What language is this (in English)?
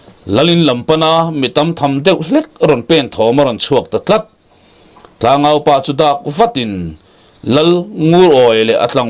Mizo